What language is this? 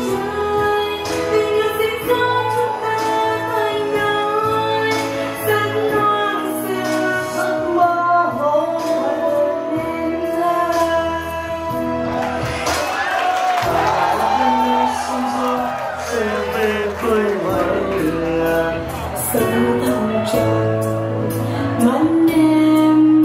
Vietnamese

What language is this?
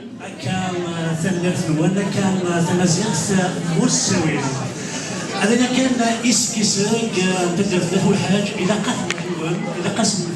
Kabyle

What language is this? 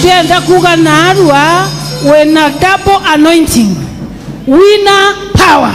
Meru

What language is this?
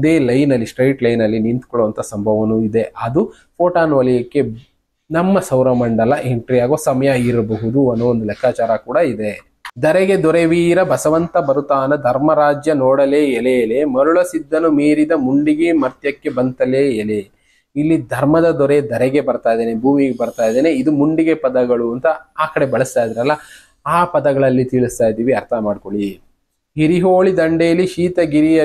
Kannada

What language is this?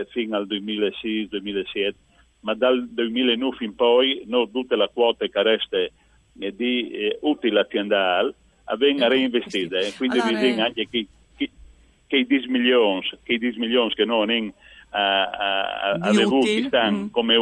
Friulian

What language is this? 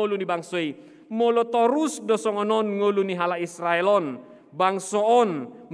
Batak Toba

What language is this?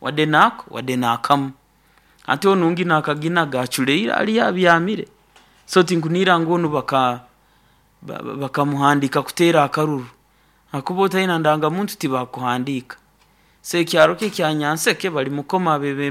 Nyoro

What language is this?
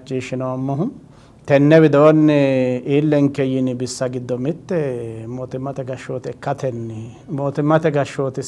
Sidamo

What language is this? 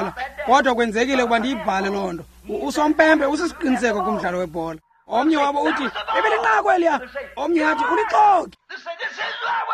Xhosa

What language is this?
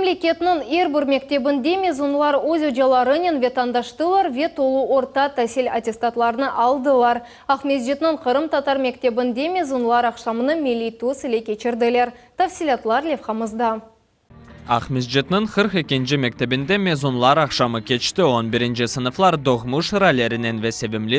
Crimean Tatar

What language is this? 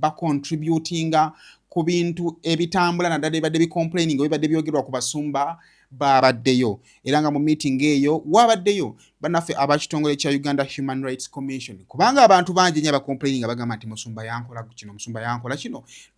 Ganda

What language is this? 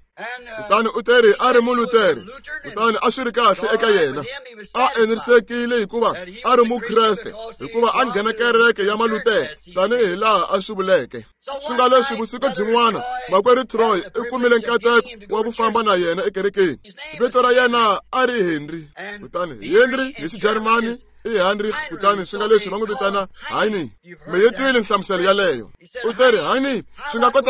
Tsonga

